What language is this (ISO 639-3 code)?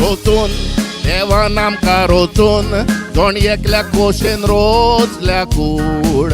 kok